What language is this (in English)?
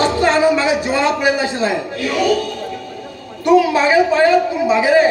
Konkani